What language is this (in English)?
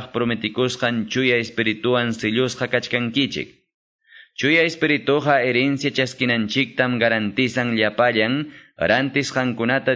Quechua